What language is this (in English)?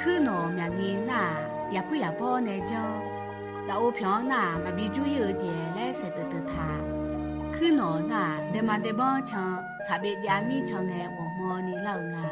Akha